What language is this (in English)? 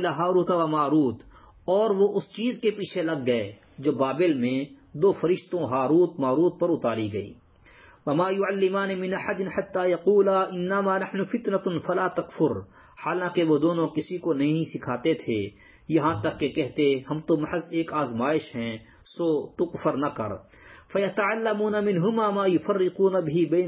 Urdu